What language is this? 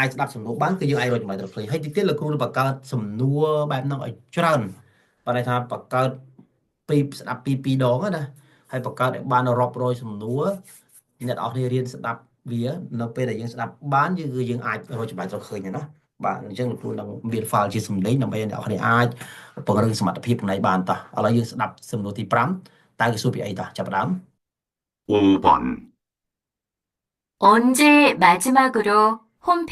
Khmer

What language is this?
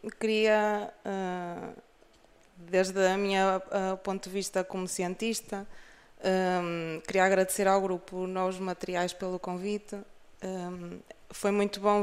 Galician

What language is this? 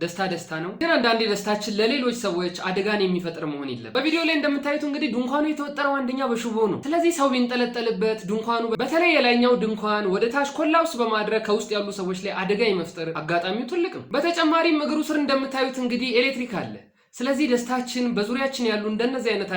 Amharic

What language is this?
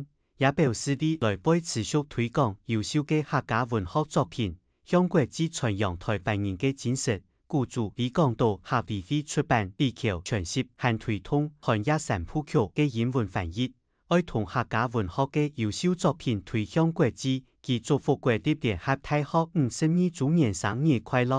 Hakka Chinese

